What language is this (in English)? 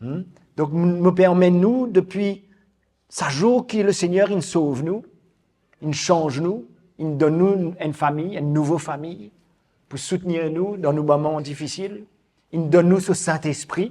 Morisyen